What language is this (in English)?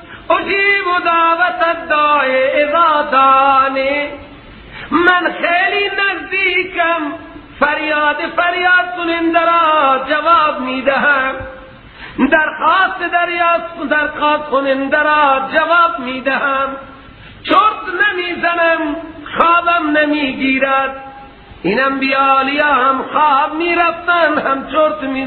Persian